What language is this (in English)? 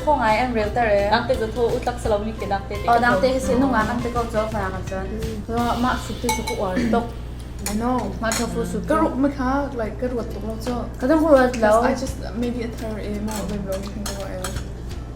Hakha Chin